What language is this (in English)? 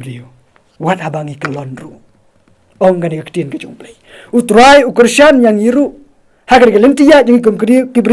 Khasi